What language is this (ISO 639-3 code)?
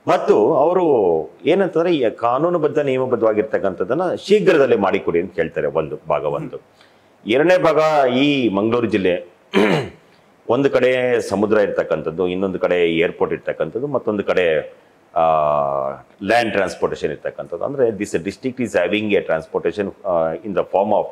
kan